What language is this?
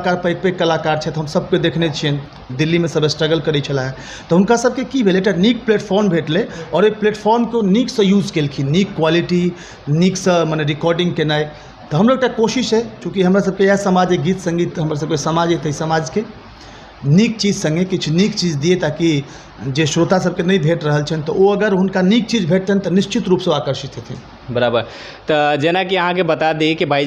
Maithili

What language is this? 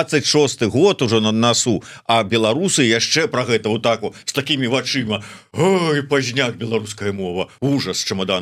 Belarusian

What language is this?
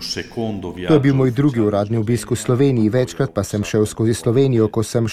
Slovenian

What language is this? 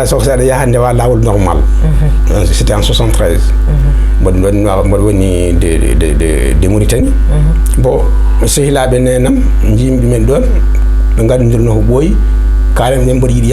Fula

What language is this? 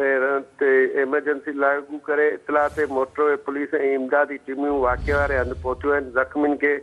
Sindhi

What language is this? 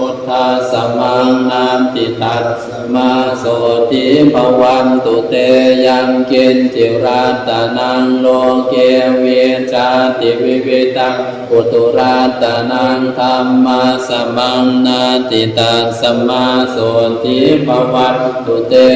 Pali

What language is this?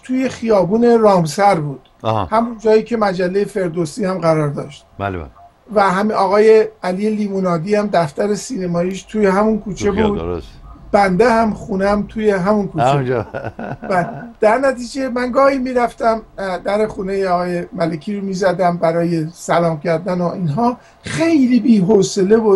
Persian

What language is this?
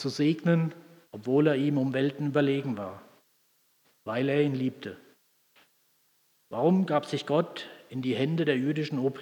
German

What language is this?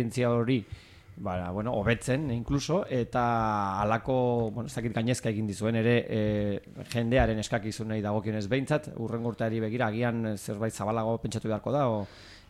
Basque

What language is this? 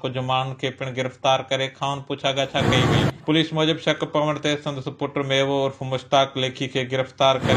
Sindhi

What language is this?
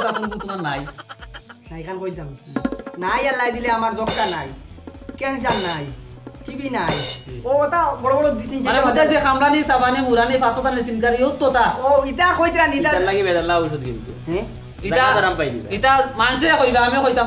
Sylheti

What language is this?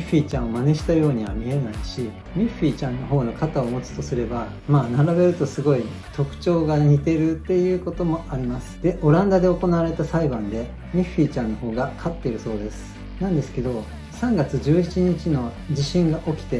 Japanese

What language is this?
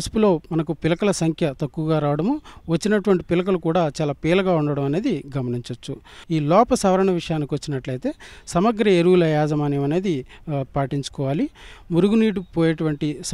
Telugu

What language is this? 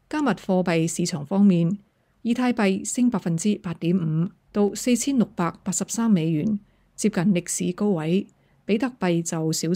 Cantonese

